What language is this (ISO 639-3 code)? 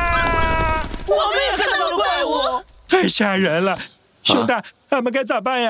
zho